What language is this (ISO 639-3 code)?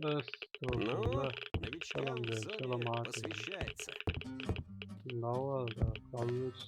che